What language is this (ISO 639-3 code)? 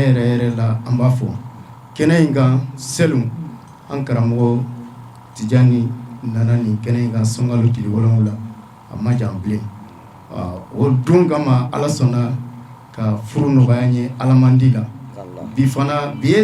bam